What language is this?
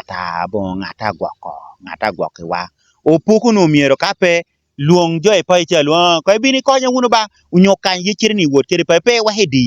Lango (Uganda)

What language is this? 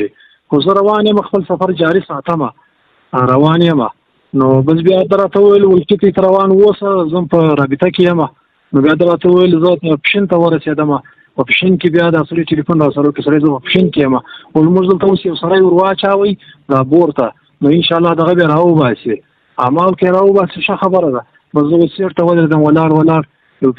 Pashto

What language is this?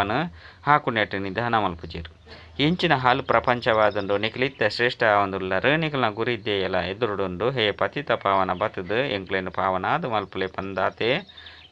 Tulu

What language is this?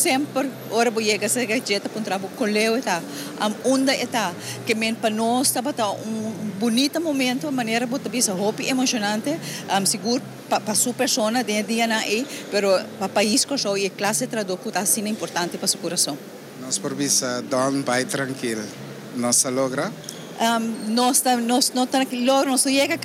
Papiamento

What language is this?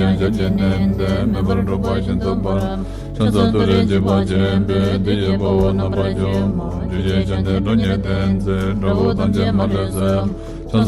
Tibetan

